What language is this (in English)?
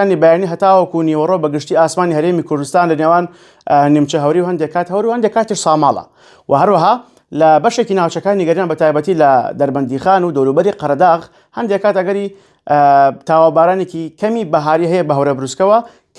Central Kurdish